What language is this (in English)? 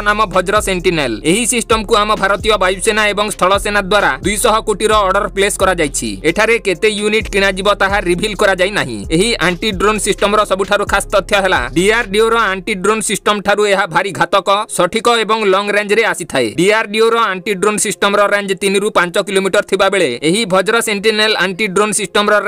Odia